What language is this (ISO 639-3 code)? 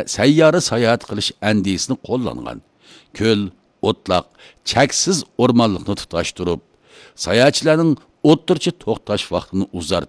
uig